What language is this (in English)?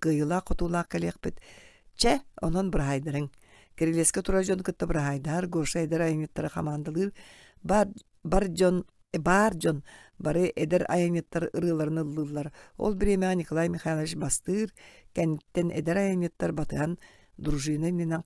Yakut